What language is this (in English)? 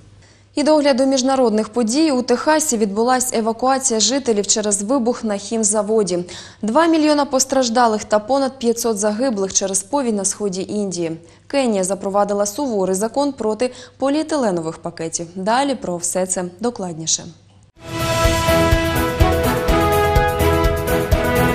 Ukrainian